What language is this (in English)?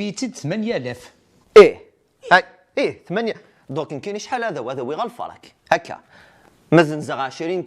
Kabyle